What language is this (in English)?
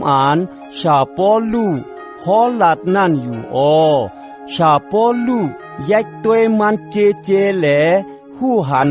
Shan